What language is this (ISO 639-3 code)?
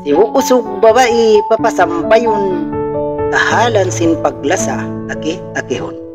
tsg